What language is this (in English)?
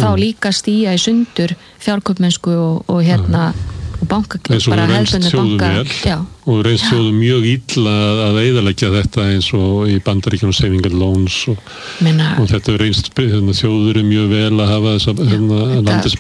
Icelandic